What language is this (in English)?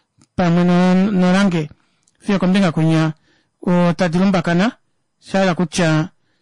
Kuanyama